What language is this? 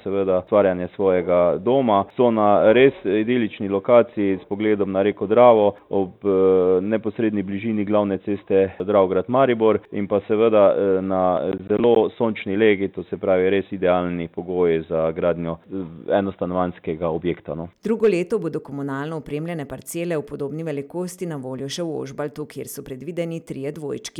Slovenian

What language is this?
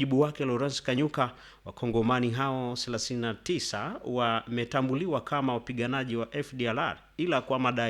Swahili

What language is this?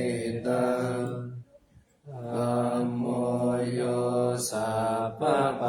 Pali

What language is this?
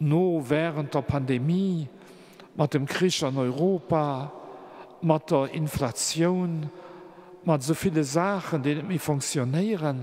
Luxembourgish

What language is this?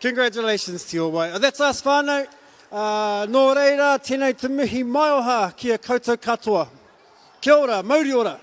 Māori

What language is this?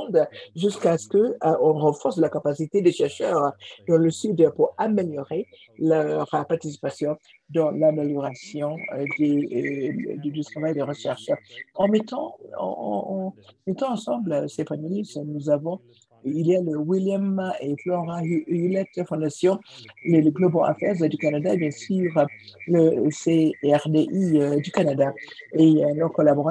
French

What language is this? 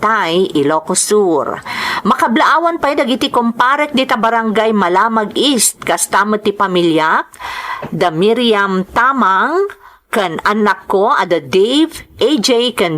Iloko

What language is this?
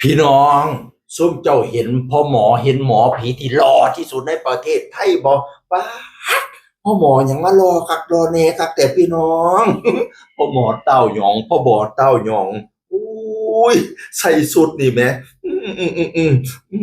Northeastern Thai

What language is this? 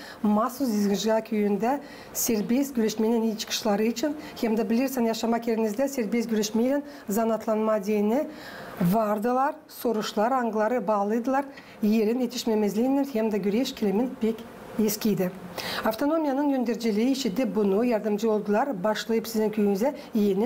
Gagauz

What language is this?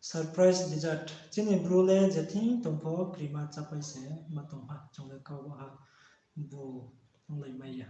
Riang (India)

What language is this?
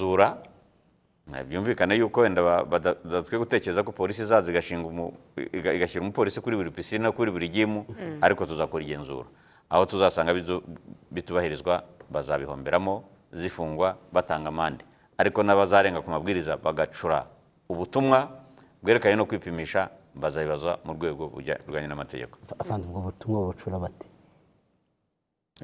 Kinyarwanda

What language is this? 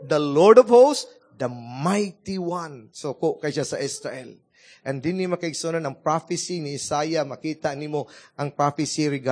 Cebuano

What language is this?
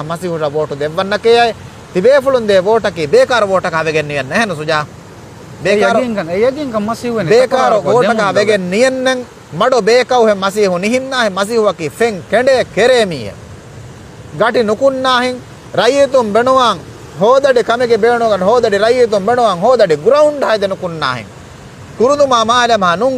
Divehi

